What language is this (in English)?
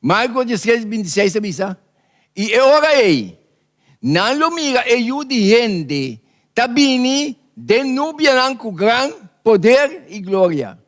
Papiamento